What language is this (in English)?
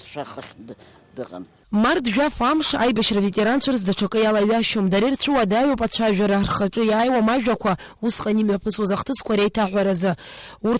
Abkhazian